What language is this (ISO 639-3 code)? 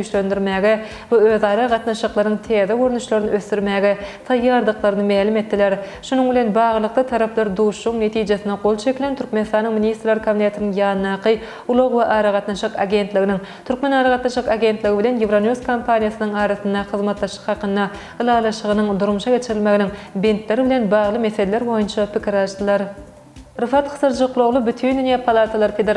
tuk